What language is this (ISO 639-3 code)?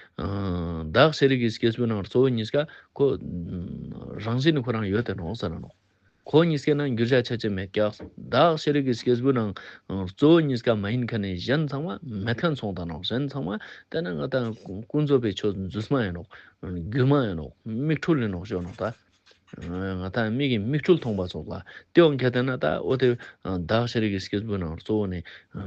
lbj